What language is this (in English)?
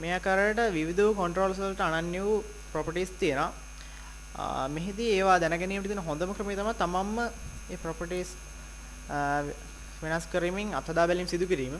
Sinhala